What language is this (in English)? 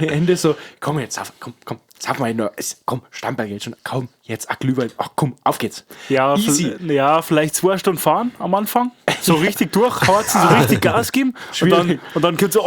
Bavarian